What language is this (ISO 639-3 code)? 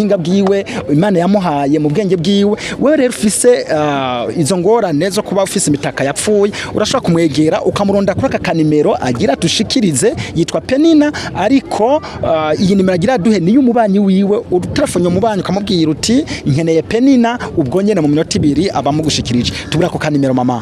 run